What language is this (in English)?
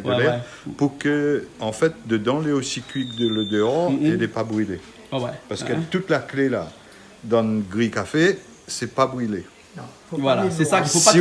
Réunion Creole French